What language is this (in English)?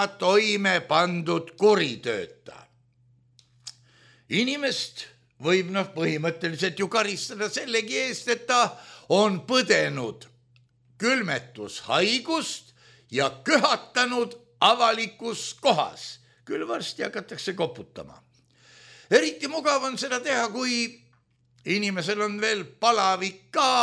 Estonian